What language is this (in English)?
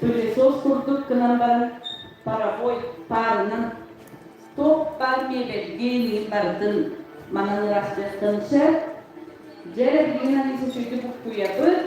Yakut